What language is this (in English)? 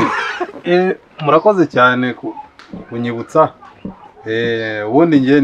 Kinyarwanda